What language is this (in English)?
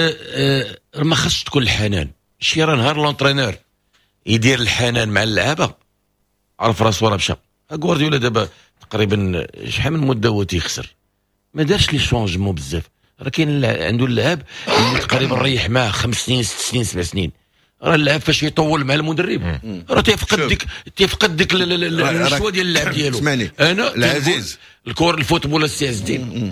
Moroccan Arabic